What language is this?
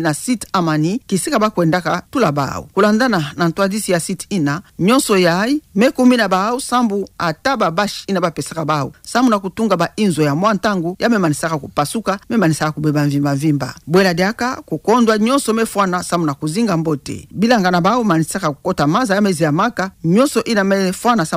Kituba (Democratic Republic of Congo)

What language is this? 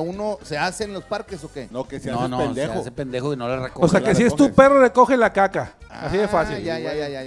Spanish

